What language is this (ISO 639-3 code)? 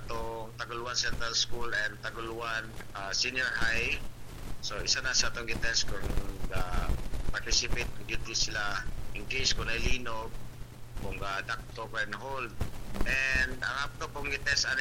ceb